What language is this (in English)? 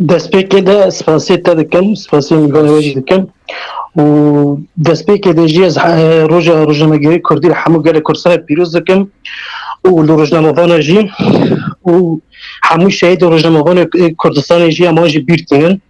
Kurdish